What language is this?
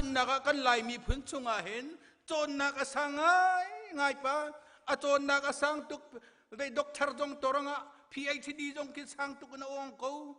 Hakha Chin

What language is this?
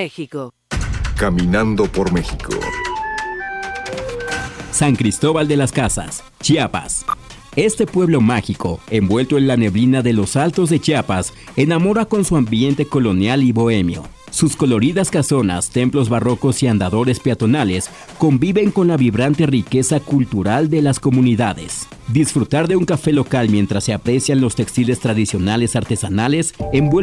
Spanish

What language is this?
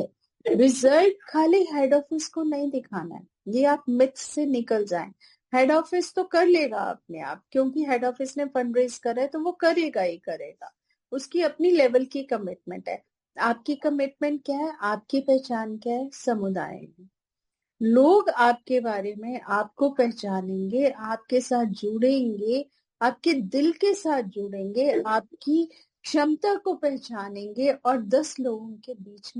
Hindi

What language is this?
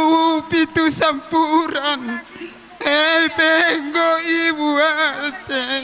Batak Karo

